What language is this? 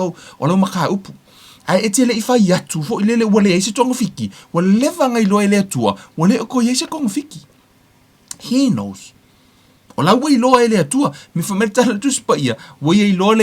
Samoan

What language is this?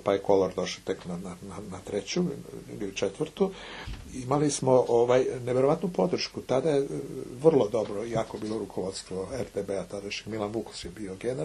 Serbian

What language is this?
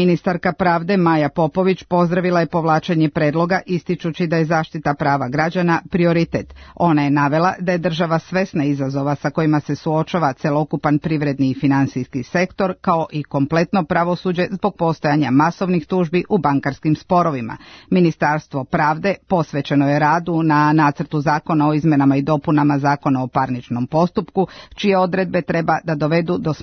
Serbian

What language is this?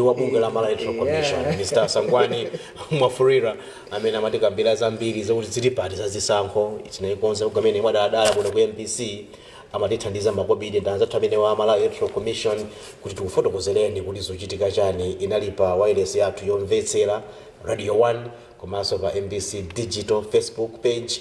Nyanja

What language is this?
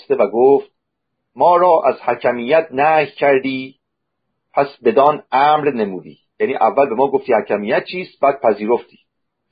Persian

